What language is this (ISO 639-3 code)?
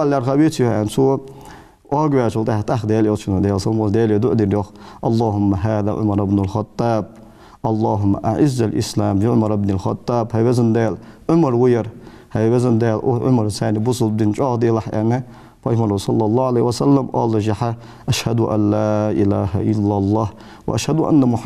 inh